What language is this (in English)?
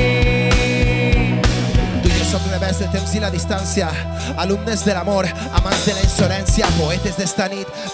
Catalan